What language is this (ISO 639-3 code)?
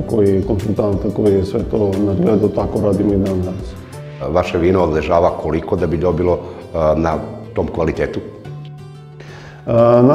srp